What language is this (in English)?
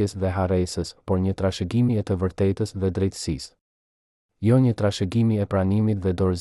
Albanian